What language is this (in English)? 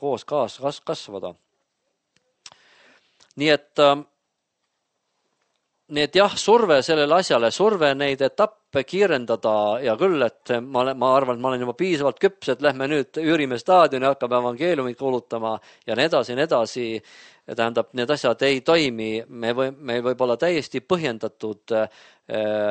Estonian